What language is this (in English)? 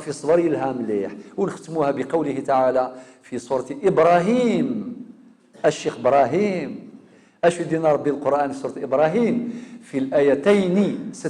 Kabyle